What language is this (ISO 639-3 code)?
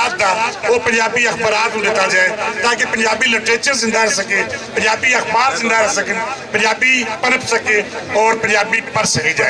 lah